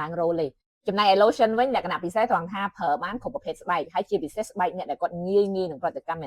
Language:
Khmer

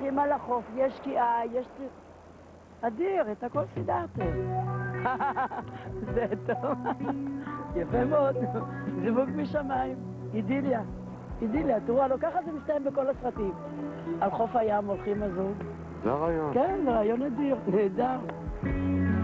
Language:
Hebrew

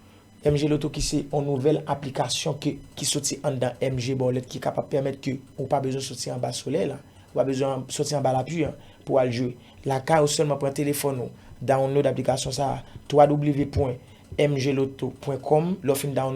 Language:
Haitian Creole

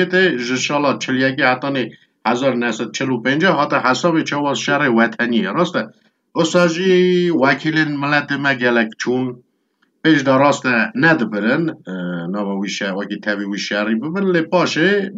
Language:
Kurdish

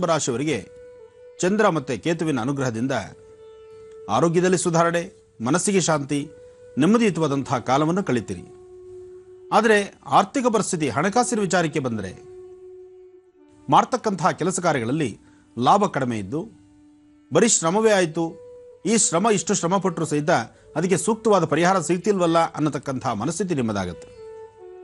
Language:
Kannada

